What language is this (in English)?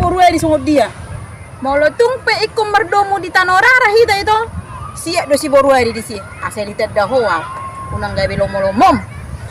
Batak Toba